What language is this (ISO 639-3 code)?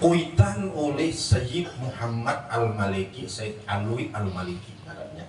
bjn